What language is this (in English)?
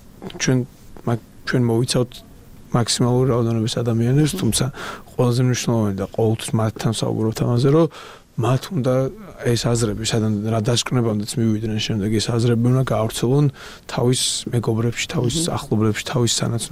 Georgian